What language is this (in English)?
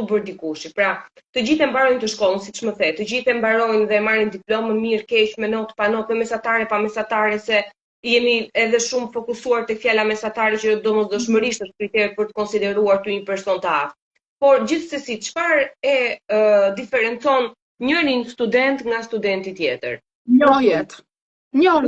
Albanian